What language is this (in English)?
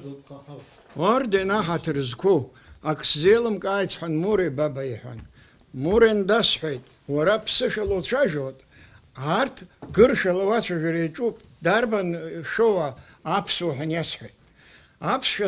Abkhazian